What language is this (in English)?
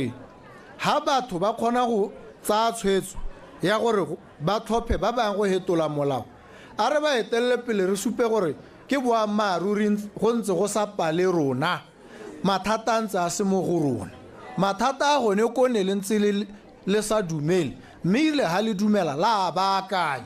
Tswana